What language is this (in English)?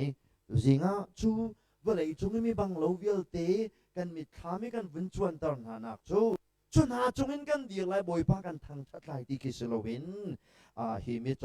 Hakha Chin